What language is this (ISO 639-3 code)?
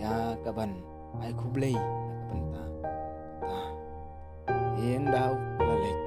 kha